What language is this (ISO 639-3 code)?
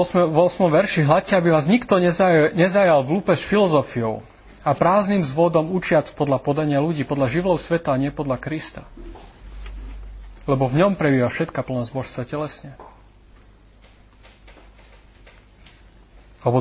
slk